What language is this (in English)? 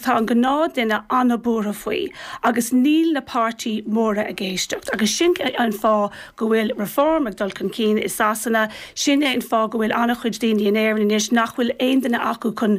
Irish